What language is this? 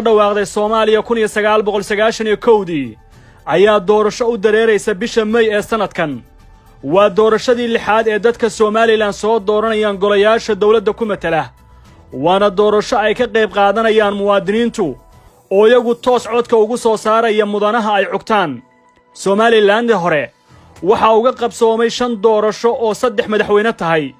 Somali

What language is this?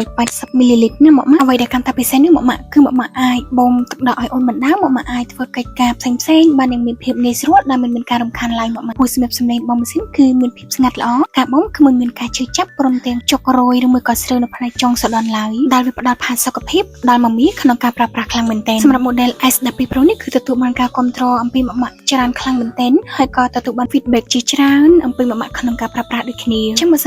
Khmer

